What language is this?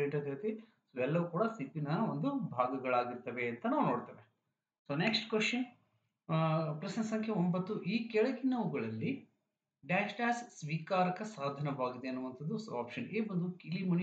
Kannada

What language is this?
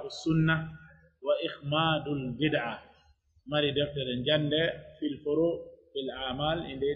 Pular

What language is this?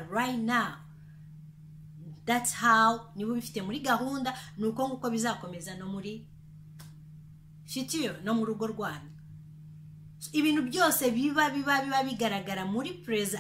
Kinyarwanda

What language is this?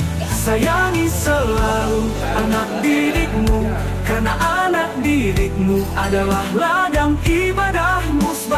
Indonesian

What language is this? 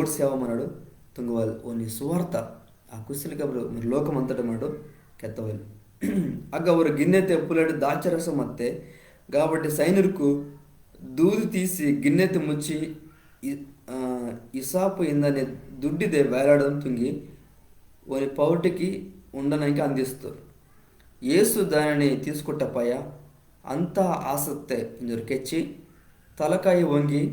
Koya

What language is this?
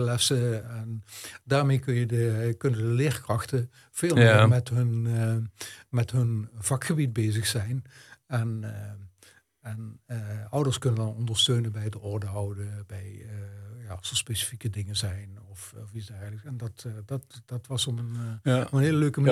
Dutch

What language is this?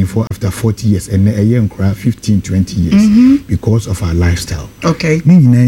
Akan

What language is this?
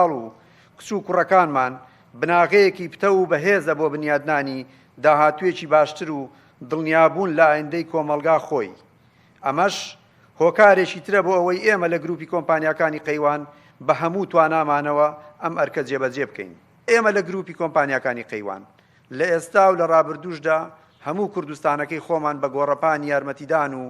Central Kurdish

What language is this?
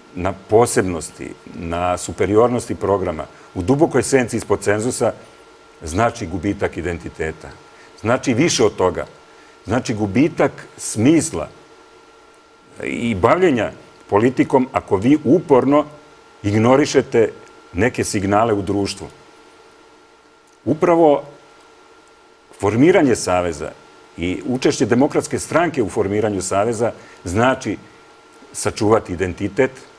Serbian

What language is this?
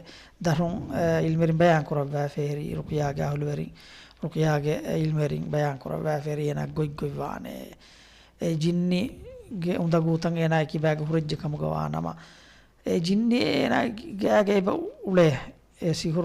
Divehi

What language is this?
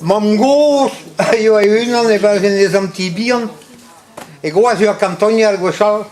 Breton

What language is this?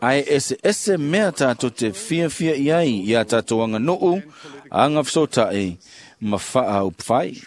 Samoan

